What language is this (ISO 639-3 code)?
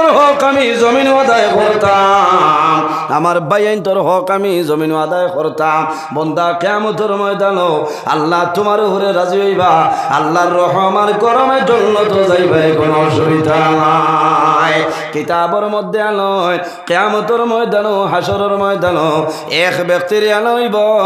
syl